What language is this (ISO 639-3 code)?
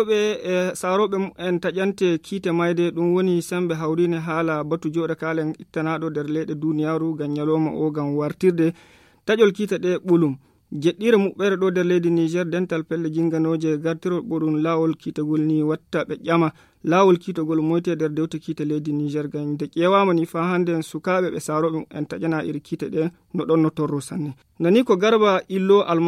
ful